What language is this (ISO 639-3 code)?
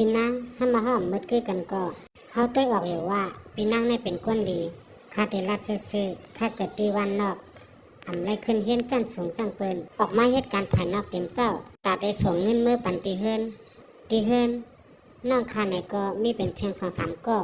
shn